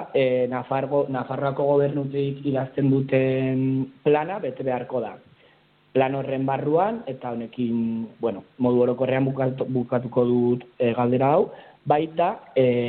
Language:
Basque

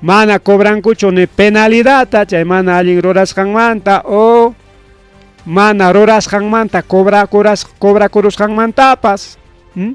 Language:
Ayacucho Quechua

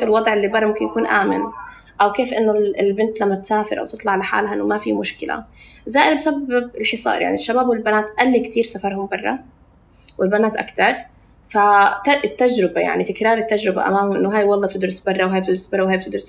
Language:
North Levantine Arabic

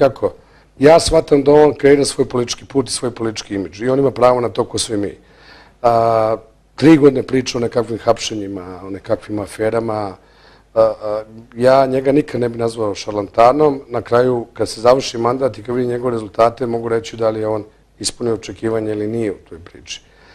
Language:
Bosnian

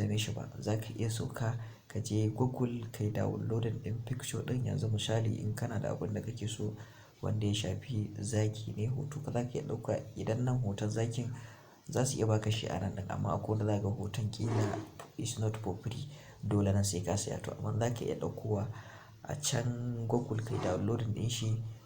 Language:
Hausa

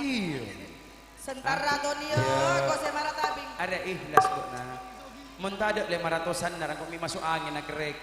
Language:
Madurese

